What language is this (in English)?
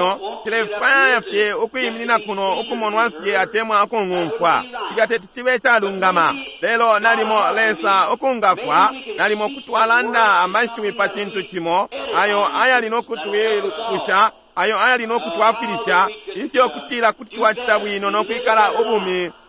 Bemba